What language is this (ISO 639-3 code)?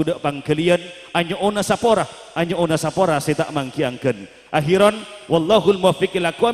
mad